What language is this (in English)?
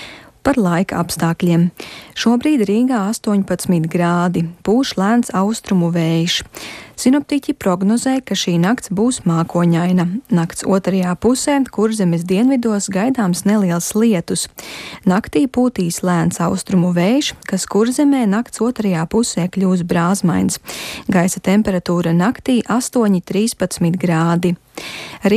Latvian